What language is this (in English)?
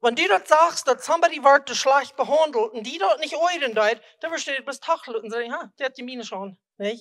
Plautdietsch